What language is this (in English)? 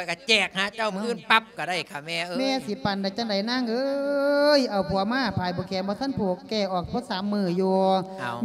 Lao